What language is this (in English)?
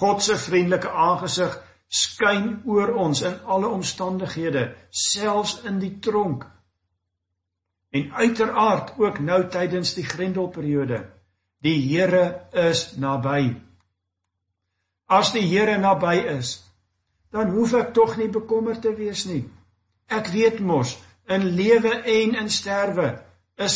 Afrikaans